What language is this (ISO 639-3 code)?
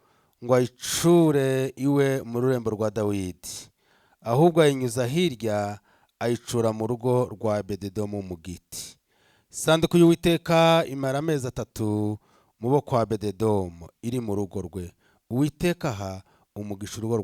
run